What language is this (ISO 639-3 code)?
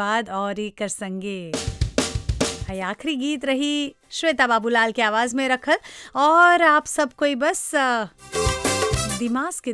bho